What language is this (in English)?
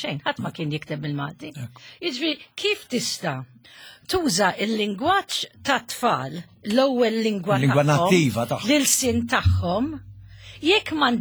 Maltese